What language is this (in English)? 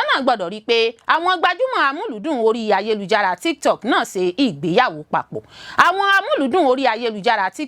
Yoruba